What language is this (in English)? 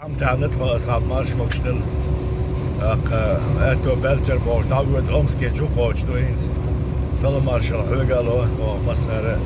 Chechen